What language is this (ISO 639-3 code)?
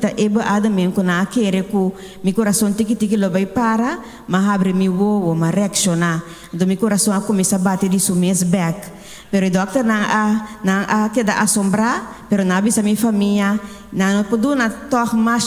pap